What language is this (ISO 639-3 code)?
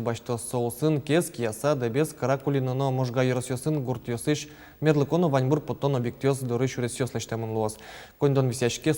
udm